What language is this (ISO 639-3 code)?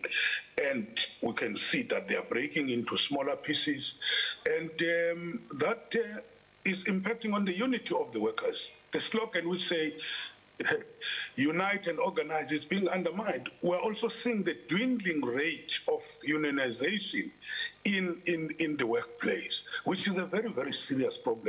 eng